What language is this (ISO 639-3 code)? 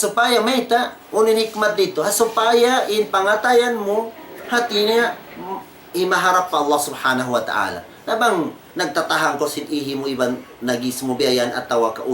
tsg